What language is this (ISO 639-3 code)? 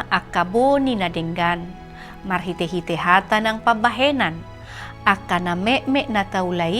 bbc